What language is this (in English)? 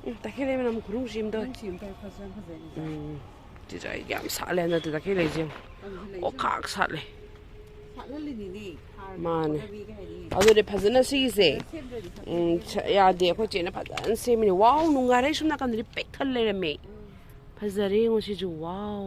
Manipuri